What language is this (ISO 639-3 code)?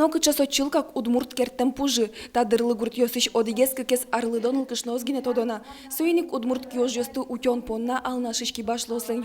udm